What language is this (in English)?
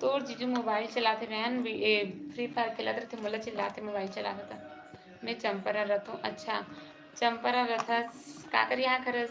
Chhattisgarhi